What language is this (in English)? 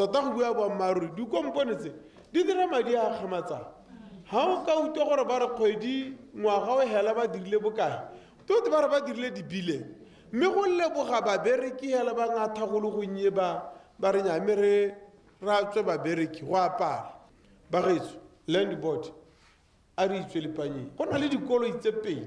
Tswana